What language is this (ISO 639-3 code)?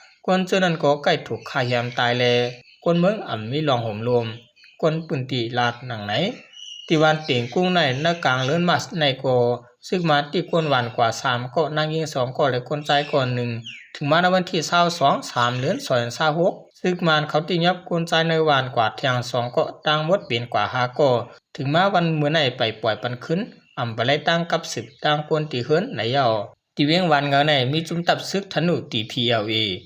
shn